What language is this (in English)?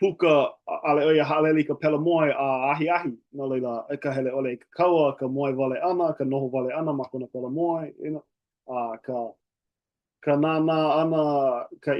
Hawaiian